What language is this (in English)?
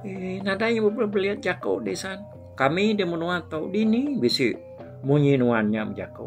Iban